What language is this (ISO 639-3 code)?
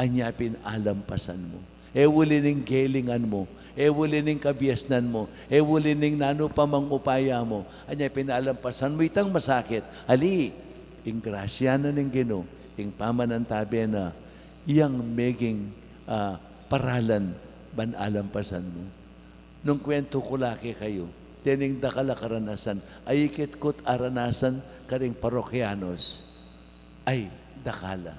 pam